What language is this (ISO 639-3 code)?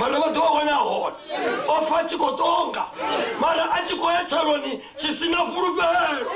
ven